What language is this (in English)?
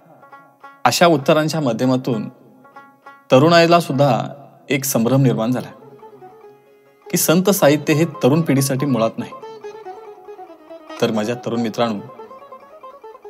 Marathi